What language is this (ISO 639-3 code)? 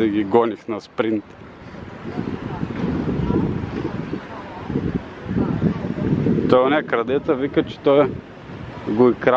bul